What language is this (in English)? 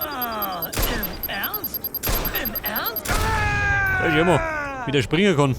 Bavarian